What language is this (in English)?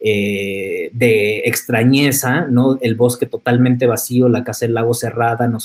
Spanish